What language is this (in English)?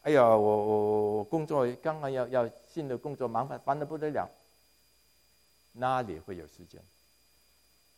Chinese